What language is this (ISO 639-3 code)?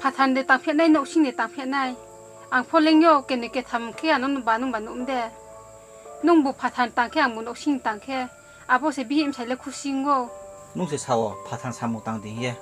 ria